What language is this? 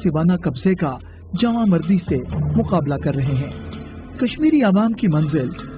Urdu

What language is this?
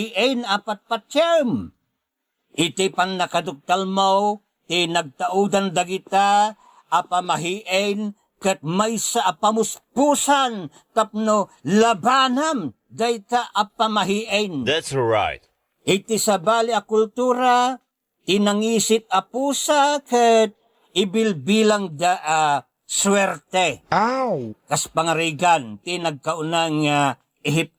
Iloko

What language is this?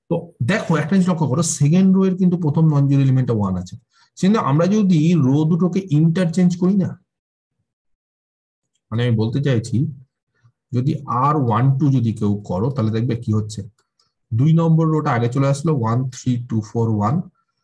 Bangla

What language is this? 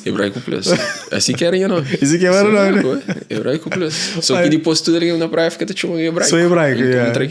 Kabuverdianu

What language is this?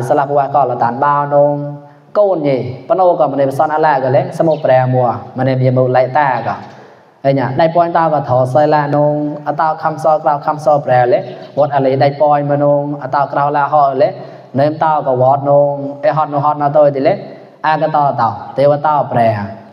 Mon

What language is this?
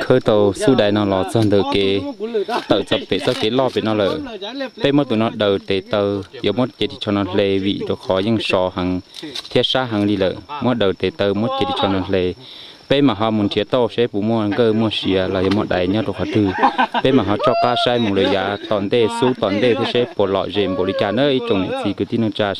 Hmong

